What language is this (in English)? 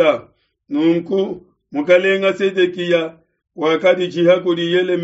Luba-Lulua